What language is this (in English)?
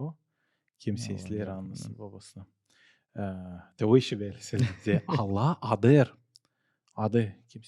Gagauz